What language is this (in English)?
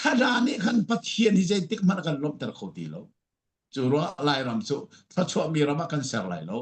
Falam Chin